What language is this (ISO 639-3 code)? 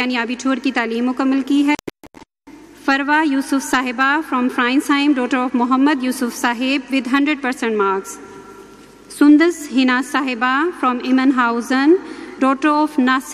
urd